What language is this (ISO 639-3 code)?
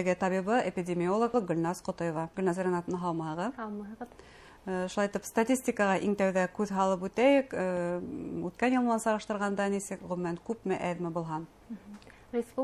bak